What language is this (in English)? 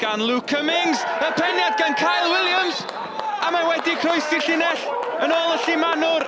Welsh